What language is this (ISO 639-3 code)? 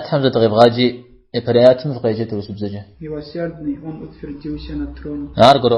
kbd